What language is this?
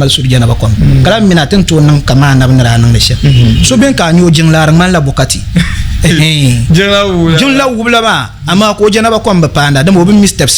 Dagbani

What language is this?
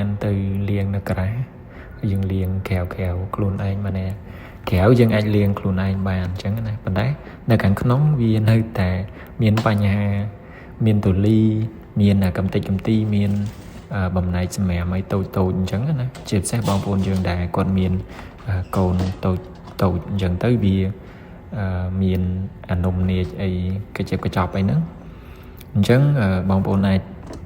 Khmer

